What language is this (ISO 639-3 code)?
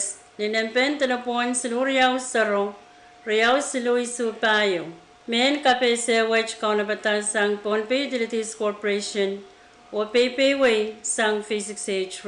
pon